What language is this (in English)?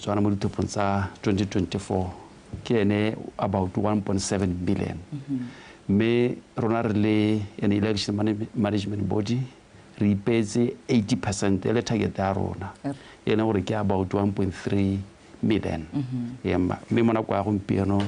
Tswana